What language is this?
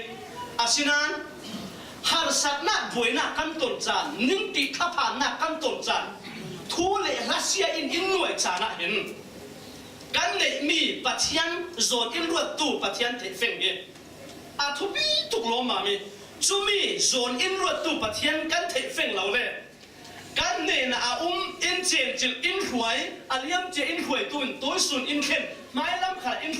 Falam Chin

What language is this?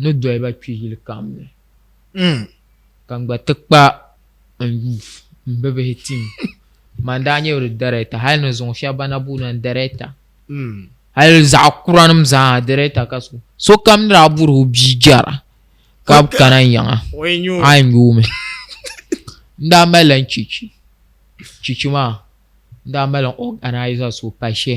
Dagbani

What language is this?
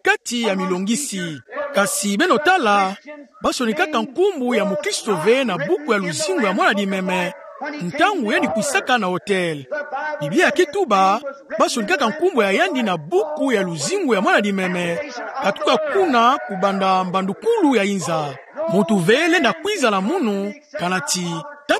Kituba (Democratic Republic of Congo)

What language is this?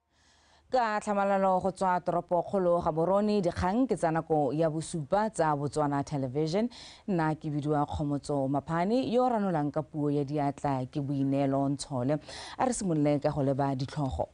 Tswana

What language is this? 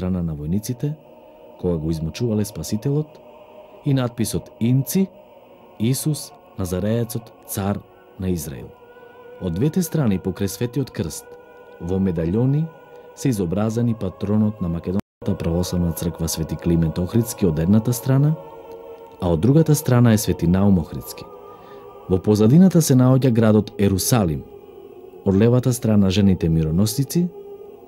Macedonian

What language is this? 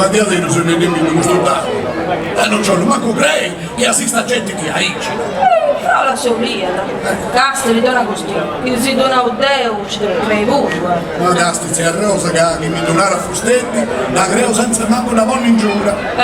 Sardinian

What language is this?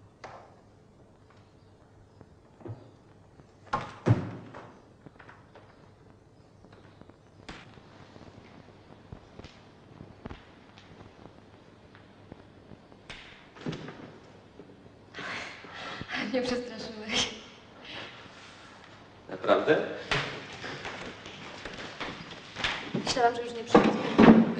Polish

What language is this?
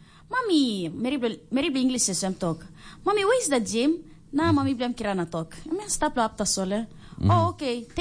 Tok Pisin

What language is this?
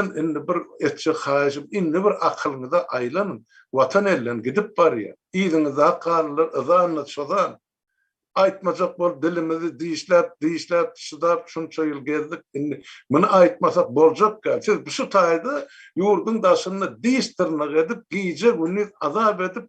Turkmen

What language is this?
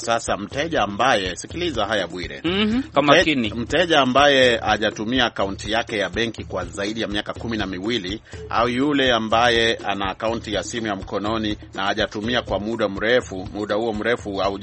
Swahili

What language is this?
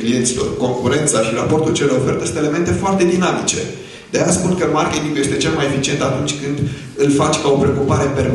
Romanian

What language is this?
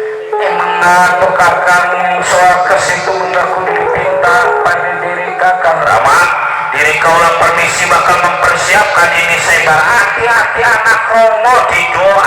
Betawi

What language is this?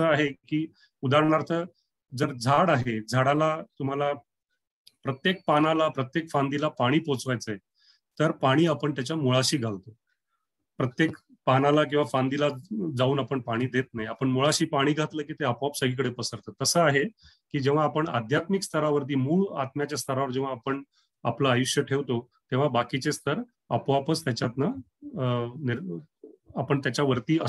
Marathi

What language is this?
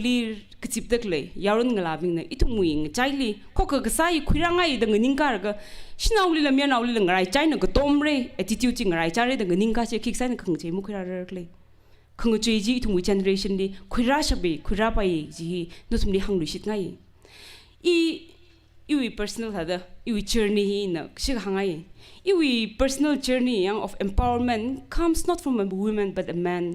Tangkhul Naga (India)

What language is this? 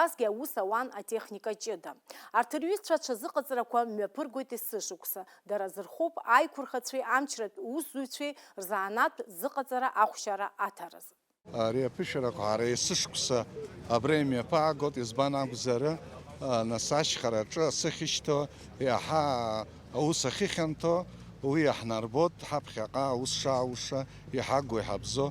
Abkhazian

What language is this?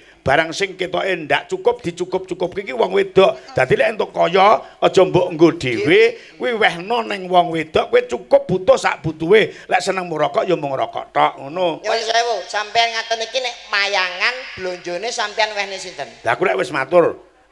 Javanese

